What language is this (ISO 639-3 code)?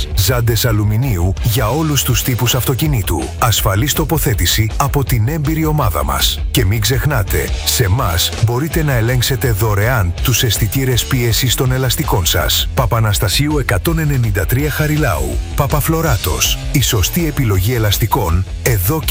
ell